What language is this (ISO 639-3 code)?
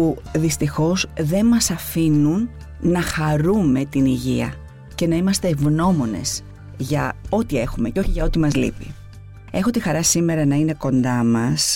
ell